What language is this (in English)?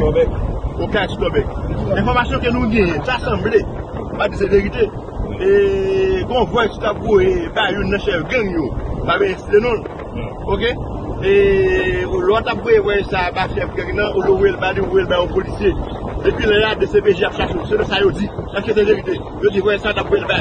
Haitian Creole